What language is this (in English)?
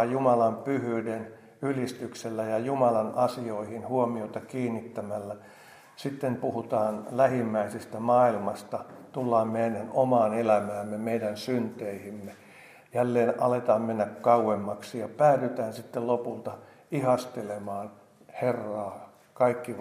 Finnish